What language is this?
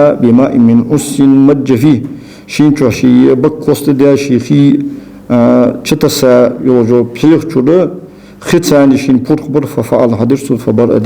Ingush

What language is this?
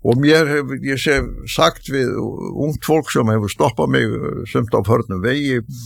Icelandic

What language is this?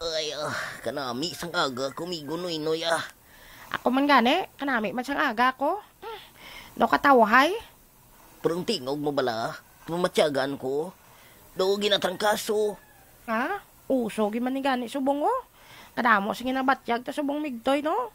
Hiligaynon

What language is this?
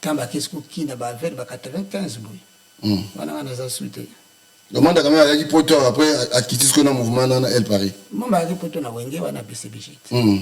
Lingala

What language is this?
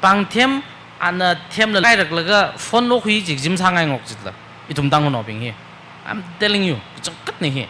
Tangkhul Naga (India)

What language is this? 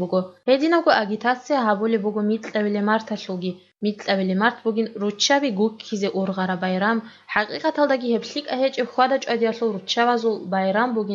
Avaric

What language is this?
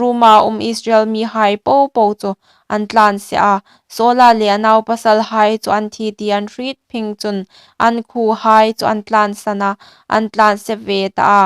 Hmar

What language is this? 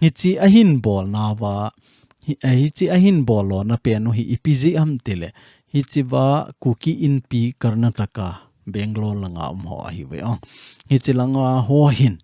Thado Chin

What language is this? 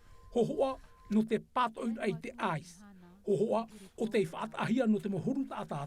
Tahitian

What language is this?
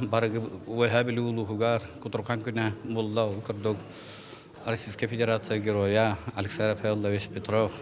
Yakut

